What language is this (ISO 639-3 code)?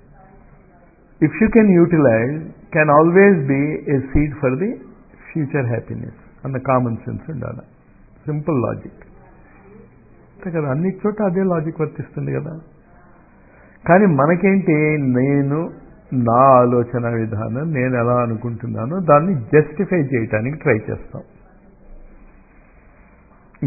tel